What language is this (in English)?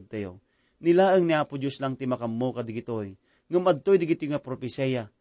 Iloko